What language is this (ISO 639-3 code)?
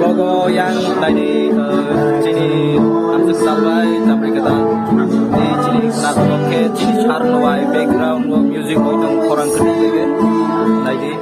trp